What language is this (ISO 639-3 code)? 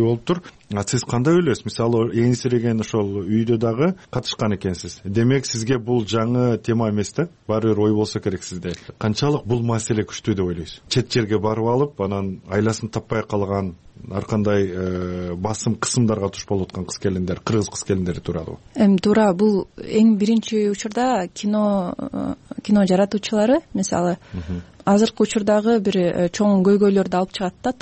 kir